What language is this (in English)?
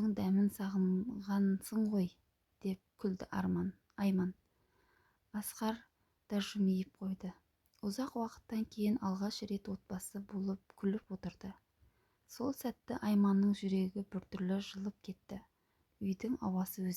Kazakh